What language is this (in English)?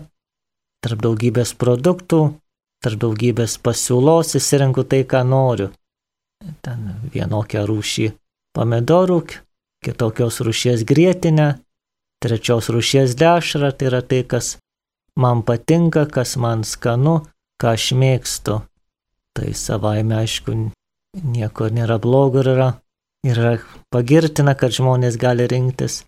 Lithuanian